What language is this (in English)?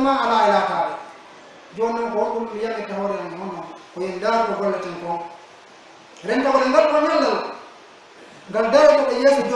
Pular